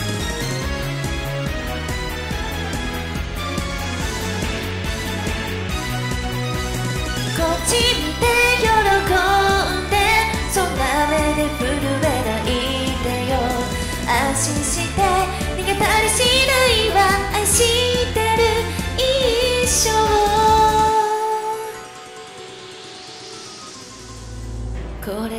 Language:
Japanese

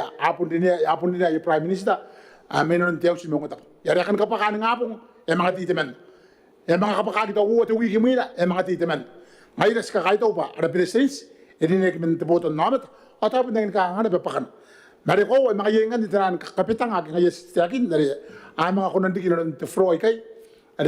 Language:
Gilbertese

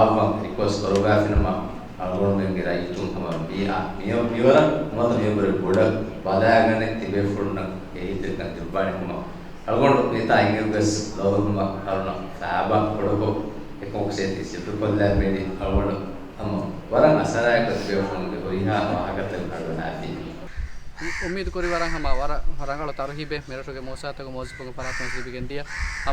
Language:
Divehi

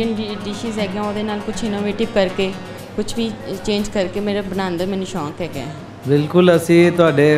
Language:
Punjabi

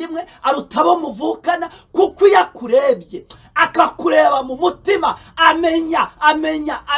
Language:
Kinyarwanda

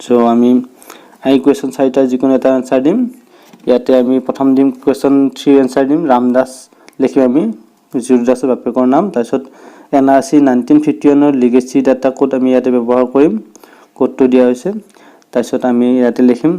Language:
Assamese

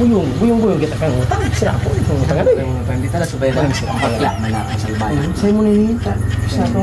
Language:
Bikol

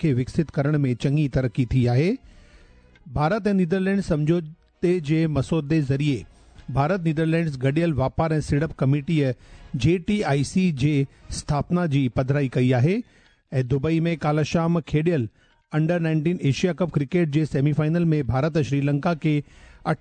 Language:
Sindhi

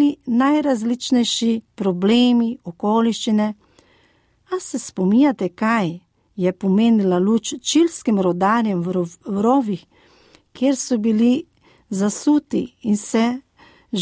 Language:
Slovenian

